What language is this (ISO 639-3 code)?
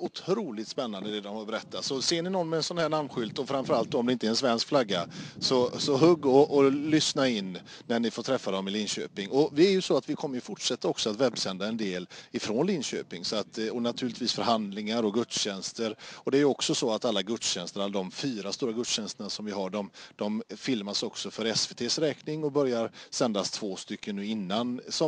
swe